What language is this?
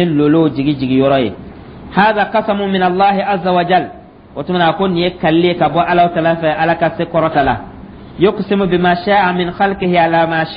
Dyula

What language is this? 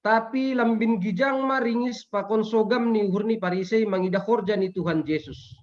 Batak Simalungun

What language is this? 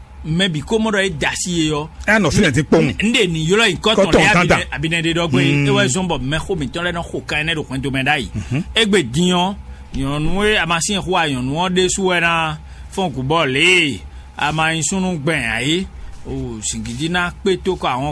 Fon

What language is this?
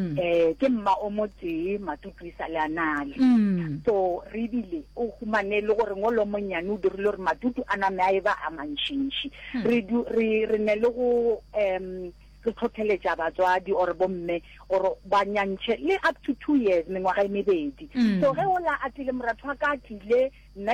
Northern Sotho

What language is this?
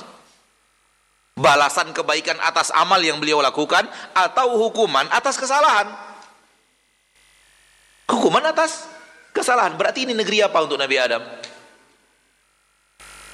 Indonesian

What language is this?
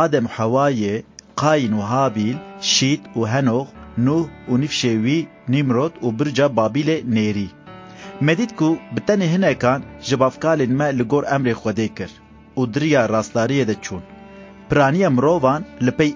Kurdish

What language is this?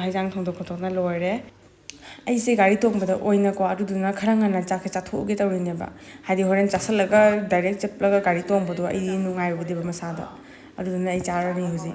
Manipuri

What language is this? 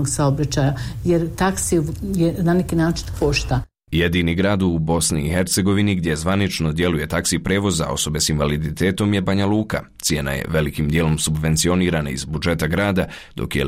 Bosnian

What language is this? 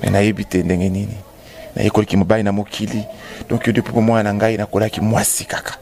Lingala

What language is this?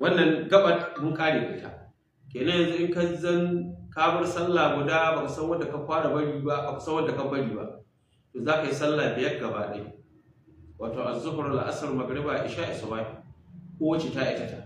Hausa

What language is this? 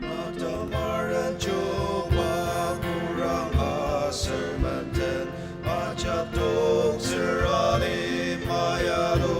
Ao Naga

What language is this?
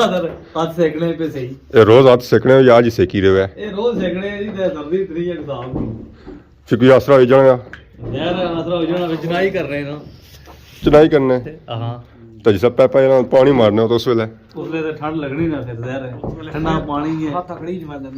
Pahari-Potwari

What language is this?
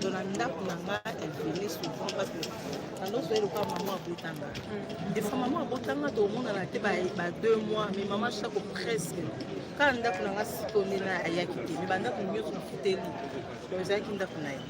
Lingala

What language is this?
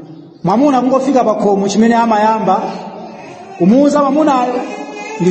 Nyanja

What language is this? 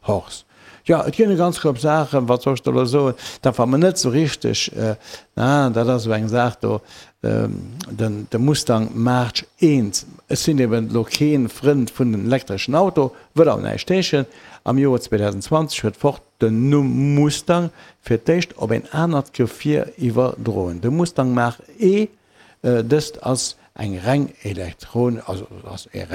Luxembourgish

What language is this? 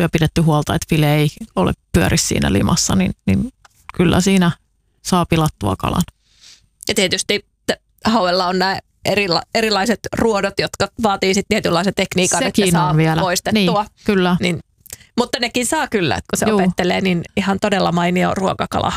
Finnish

